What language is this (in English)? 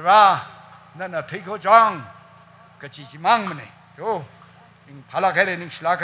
Tangkhul Naga (India)